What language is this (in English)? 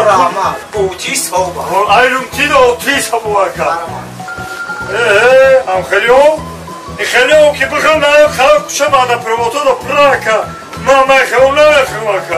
Tajik